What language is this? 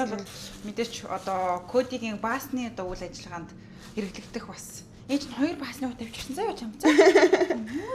Mongolian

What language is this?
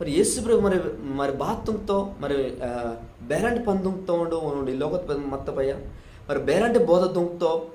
Koya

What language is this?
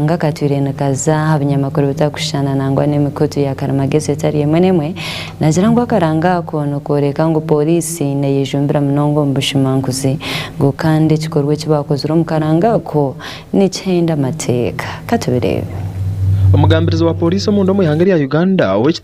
Nyankole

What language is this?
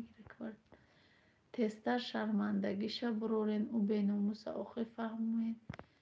Tajik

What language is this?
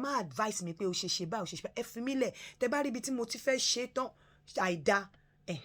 Yoruba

